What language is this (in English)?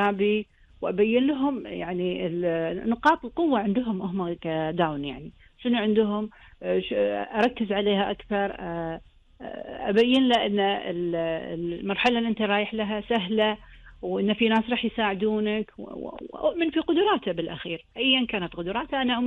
Gulf Arabic